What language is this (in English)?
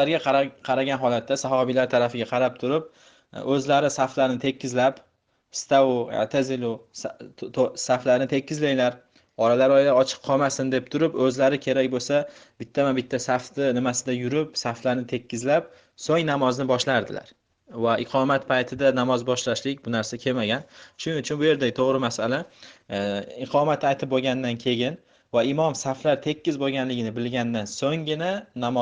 Uzbek